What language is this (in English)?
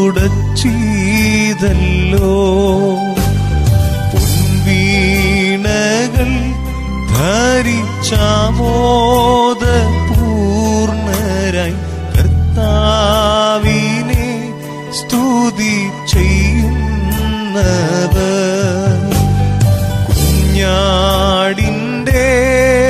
Malayalam